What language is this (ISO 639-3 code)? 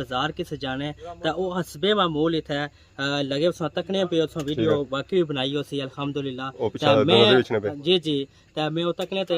phr